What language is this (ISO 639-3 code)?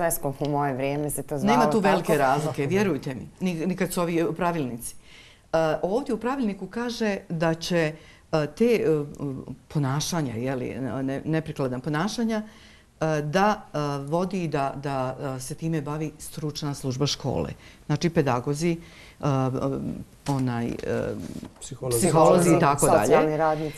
bos